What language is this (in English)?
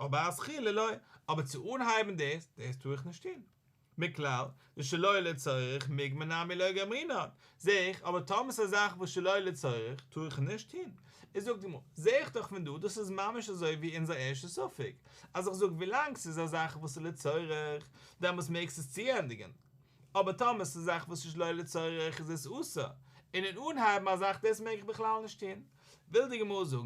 Yiddish